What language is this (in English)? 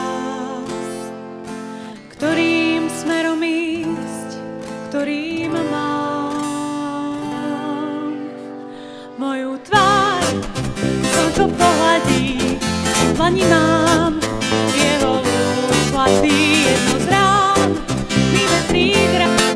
Slovak